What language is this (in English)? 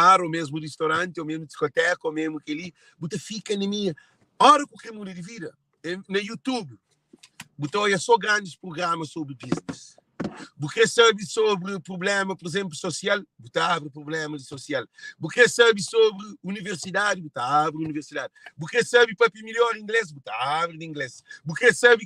Kabuverdianu